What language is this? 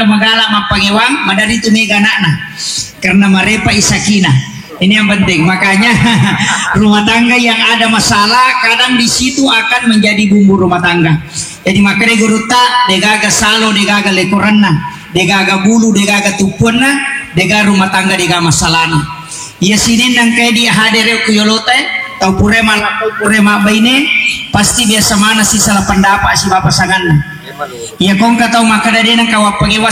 Buginese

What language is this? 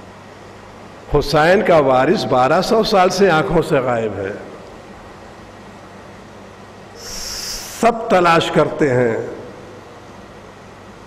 Urdu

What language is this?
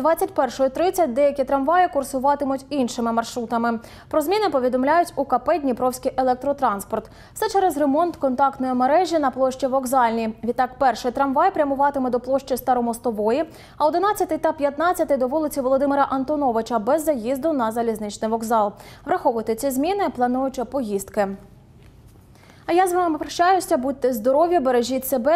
Ukrainian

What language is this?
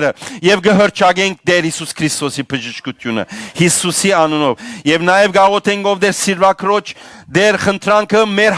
Western Armenian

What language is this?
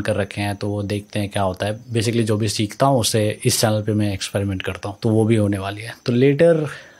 Hindi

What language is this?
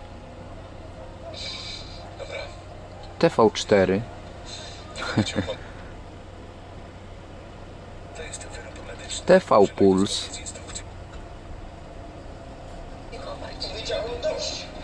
Polish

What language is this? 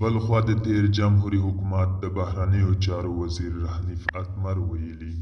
Pashto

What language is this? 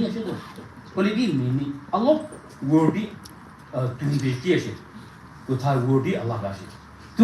Naga Pidgin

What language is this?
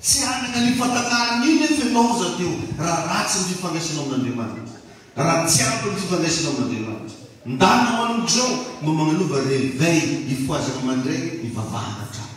Malagasy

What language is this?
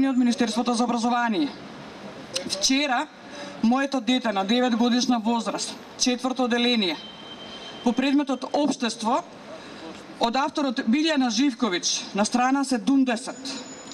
Macedonian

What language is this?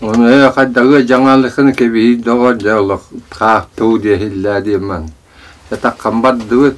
Yakut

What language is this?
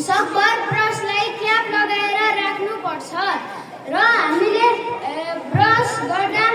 Nepali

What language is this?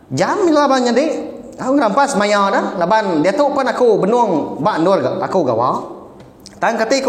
Iban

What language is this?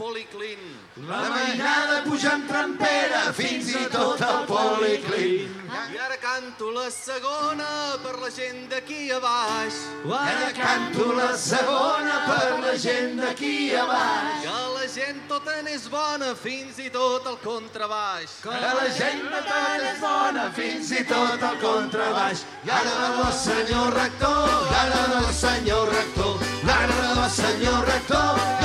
Catalan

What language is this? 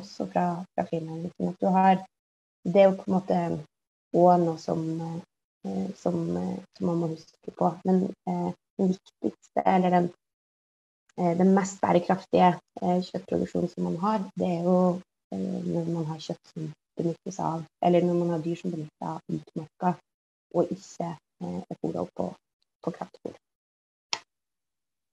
Norwegian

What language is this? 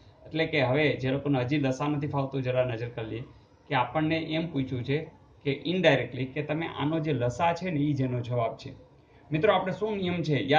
Gujarati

